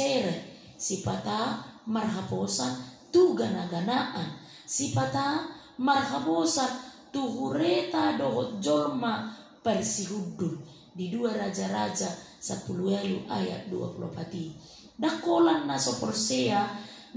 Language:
Batak Toba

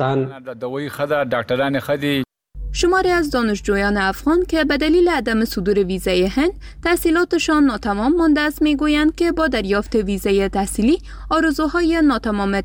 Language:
Persian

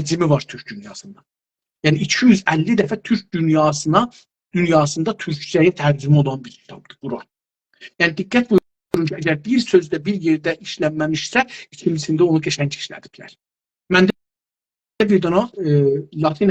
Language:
South Azerbaijani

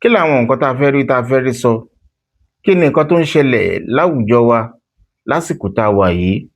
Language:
Yoruba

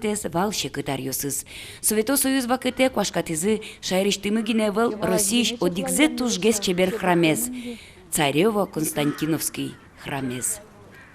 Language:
Udmurt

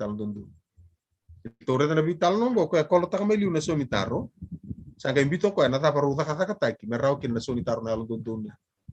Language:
Fijian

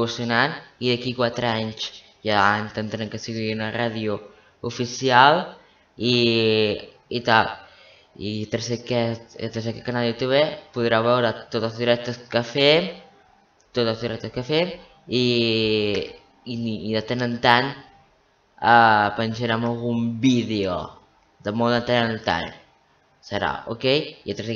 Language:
Catalan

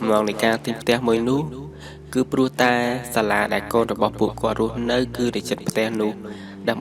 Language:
Khmer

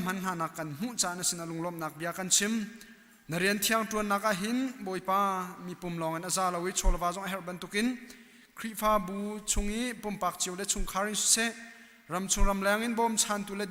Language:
Hakha Chin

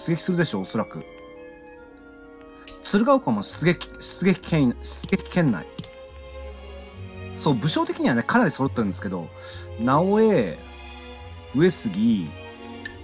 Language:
Japanese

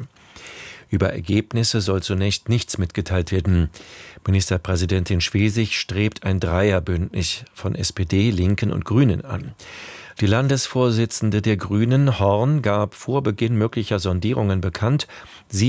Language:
German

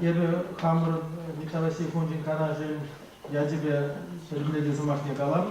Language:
Chuvash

